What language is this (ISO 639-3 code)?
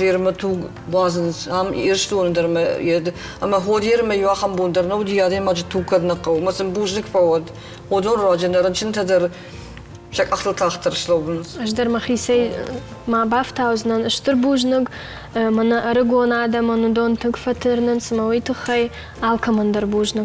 oss